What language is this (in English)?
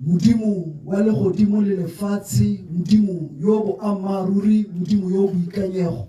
Tswana